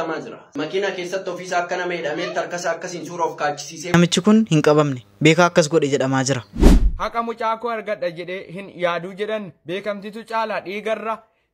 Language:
Oromo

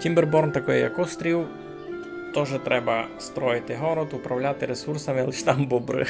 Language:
Rusyn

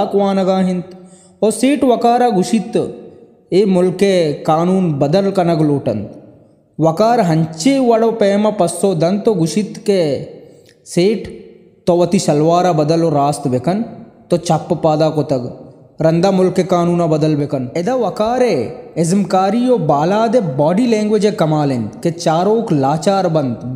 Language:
Baluchi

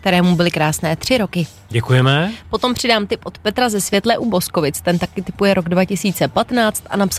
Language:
Czech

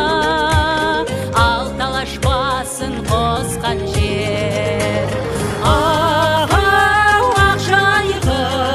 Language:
Kazakh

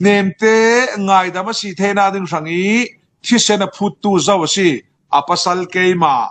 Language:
Falam Chin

